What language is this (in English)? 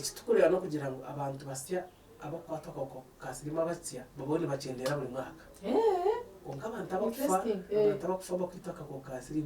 Nyankole